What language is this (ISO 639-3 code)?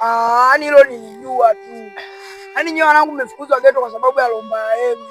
swa